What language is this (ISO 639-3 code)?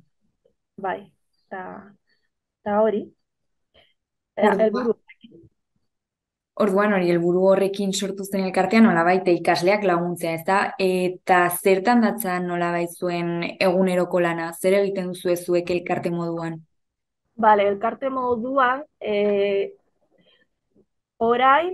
eus